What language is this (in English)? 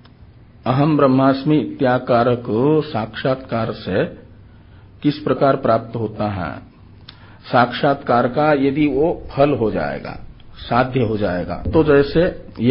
Hindi